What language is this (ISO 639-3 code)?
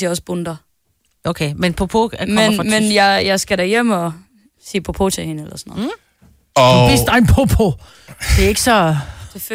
dan